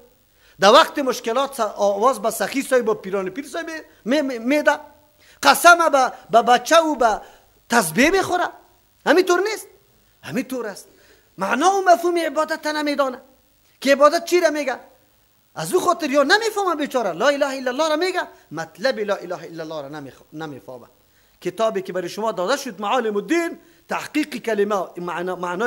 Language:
Persian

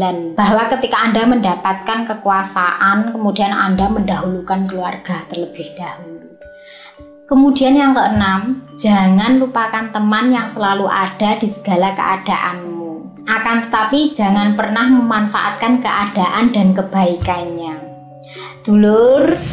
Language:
Indonesian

